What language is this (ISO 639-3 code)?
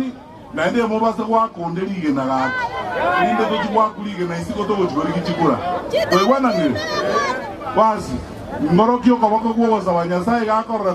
guz